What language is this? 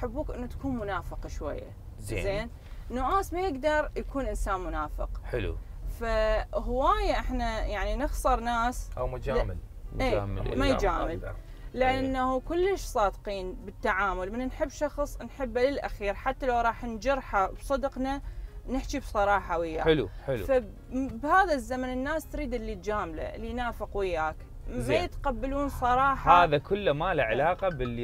Mesopotamian Arabic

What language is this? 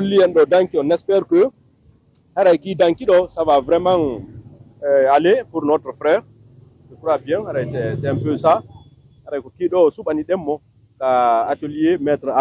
Pular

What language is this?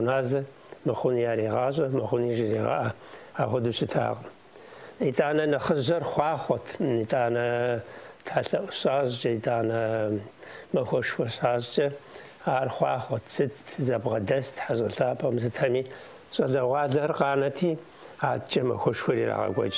Kabardian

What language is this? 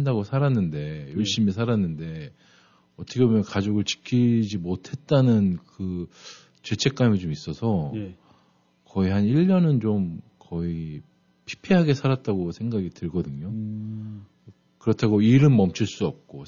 Korean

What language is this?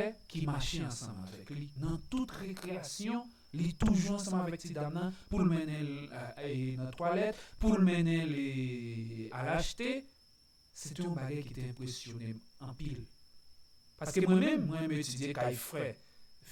Haitian Creole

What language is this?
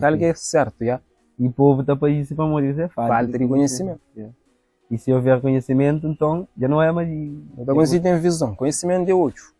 Kabuverdianu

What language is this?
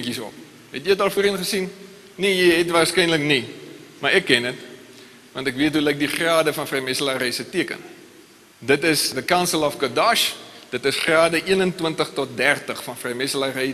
Afrikaans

